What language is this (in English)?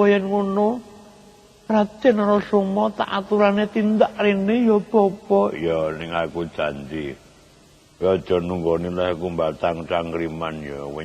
Javanese